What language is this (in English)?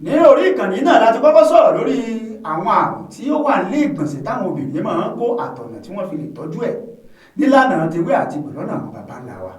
Yoruba